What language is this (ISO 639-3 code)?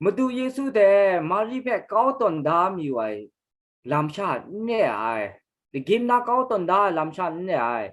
kac